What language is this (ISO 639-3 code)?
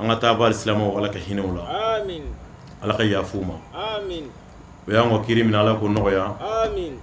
bam